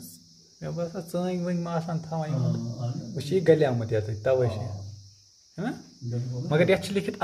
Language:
Kashmiri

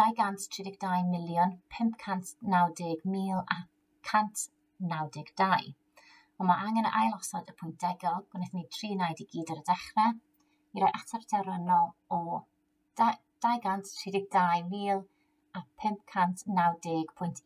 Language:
Welsh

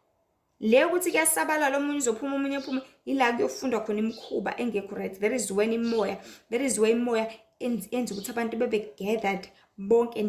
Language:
Zulu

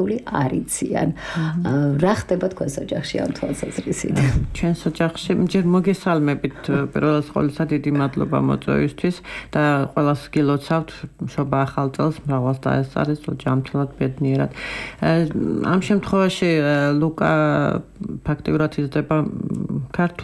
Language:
Georgian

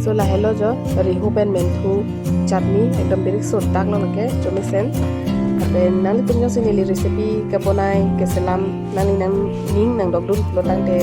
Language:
Karbi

